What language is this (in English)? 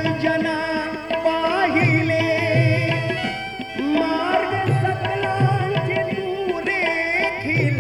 Marathi